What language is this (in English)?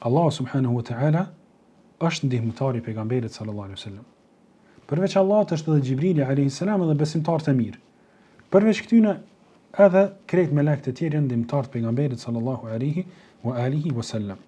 Albanian